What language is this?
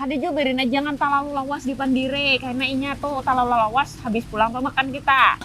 Banjar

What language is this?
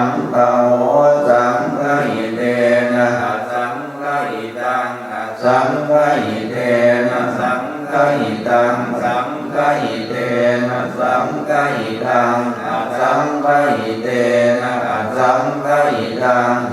Pali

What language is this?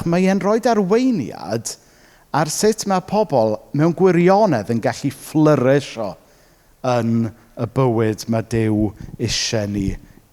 Welsh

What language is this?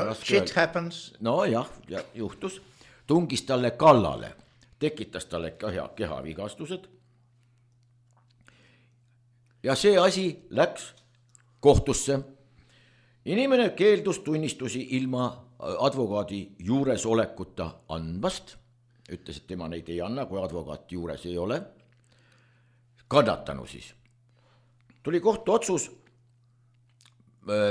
Estonian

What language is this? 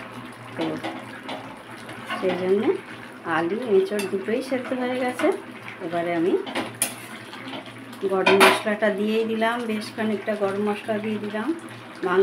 Bangla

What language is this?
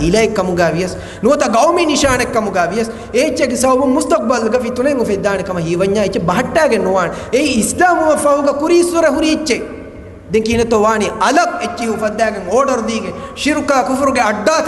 Divehi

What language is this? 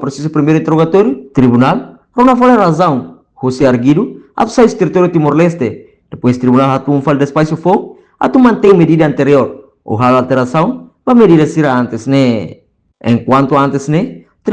Tetum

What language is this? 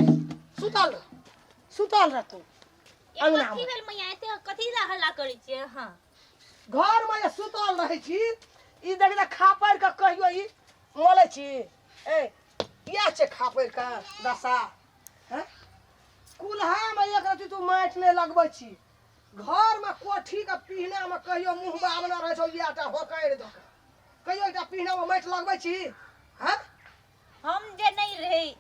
Maithili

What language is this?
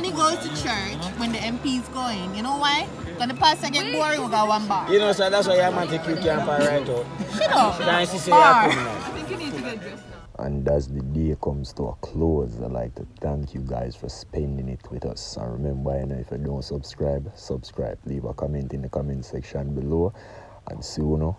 Jamaican Creole English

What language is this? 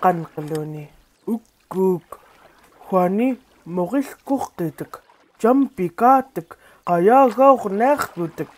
Central Yupik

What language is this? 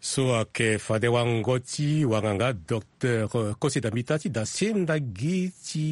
Sango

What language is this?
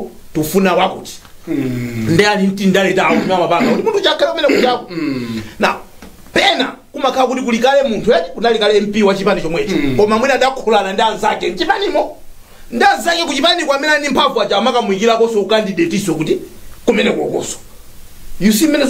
Nyanja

